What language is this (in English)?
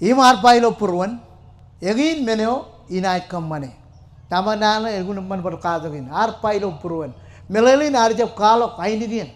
Marshallese